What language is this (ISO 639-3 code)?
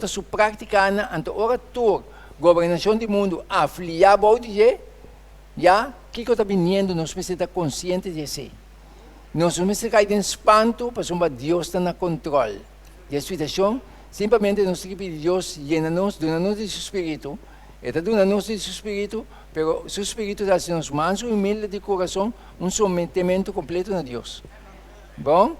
pap